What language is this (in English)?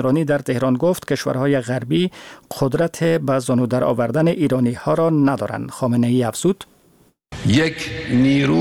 Persian